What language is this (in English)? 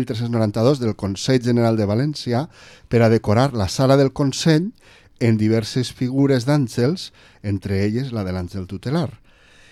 Catalan